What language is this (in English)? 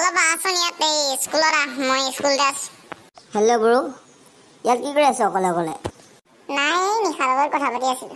Assamese